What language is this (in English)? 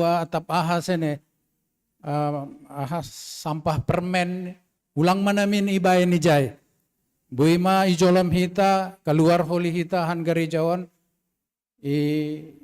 Batak Simalungun